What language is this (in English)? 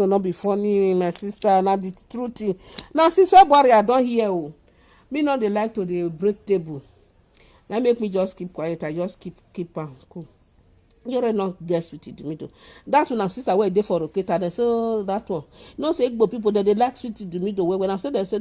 Nigerian Pidgin